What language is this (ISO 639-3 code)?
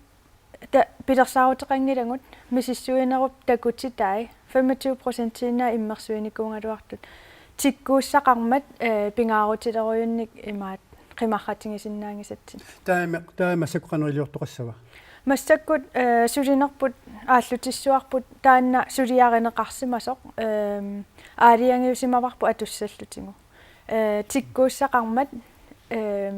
kal